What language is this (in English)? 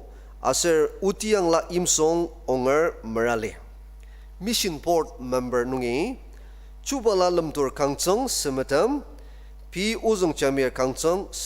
Ao Naga